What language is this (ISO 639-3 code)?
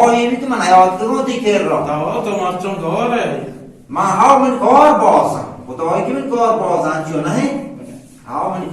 bal